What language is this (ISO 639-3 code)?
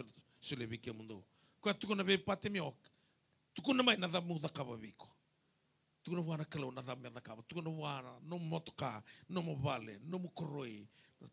fij